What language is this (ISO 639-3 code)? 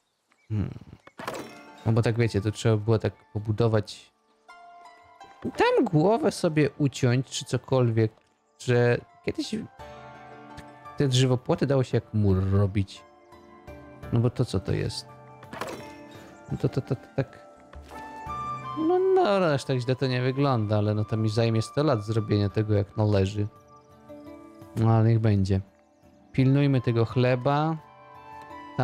pol